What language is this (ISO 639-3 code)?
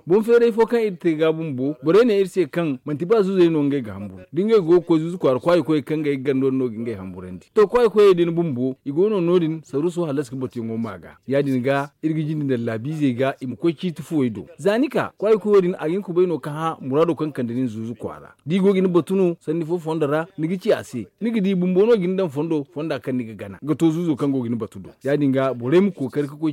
dje